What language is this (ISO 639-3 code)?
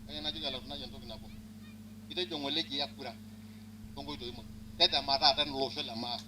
mas